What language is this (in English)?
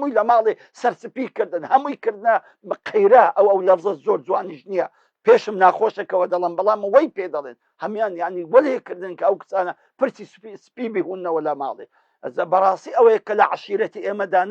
Central Kurdish